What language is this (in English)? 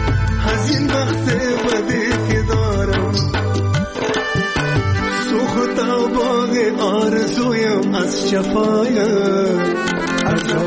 Persian